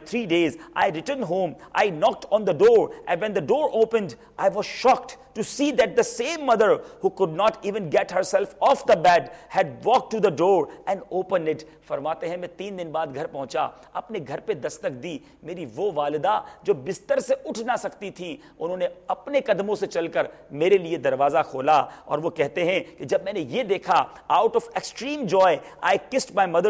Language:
Urdu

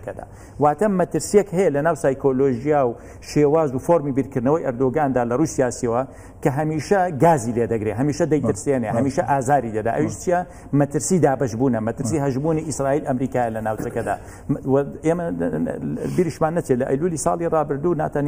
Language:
Central Kurdish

